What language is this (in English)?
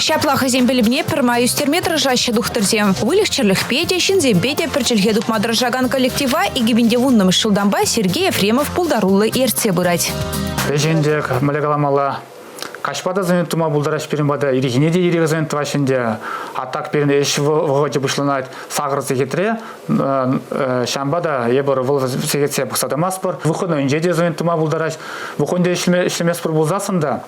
Chuvash